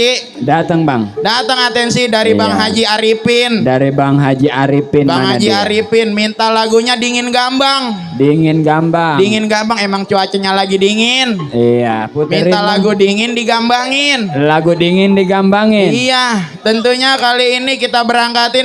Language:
Betawi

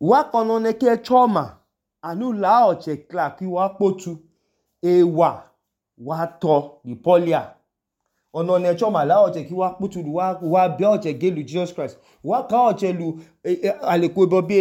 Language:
Idoma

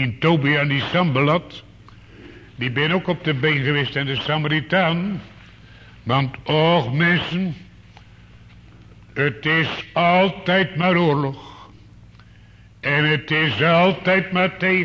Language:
Dutch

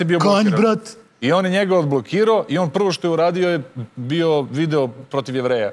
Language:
Serbian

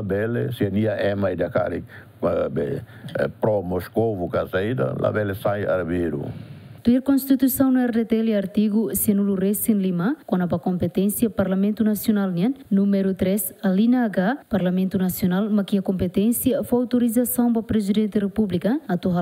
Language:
Tetum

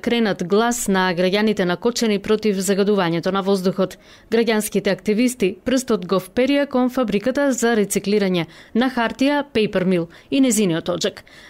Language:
Macedonian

